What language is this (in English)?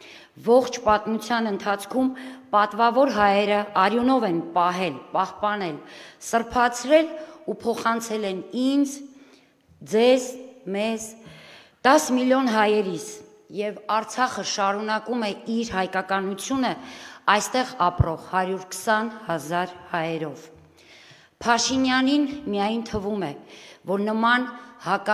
Armenian